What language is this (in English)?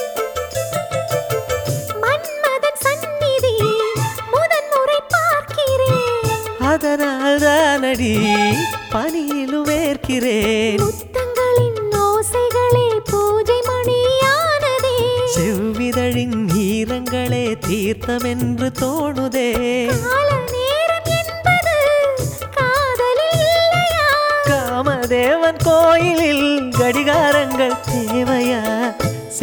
Tamil